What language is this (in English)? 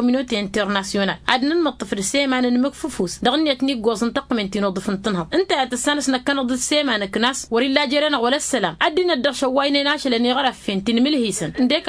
Tamasheq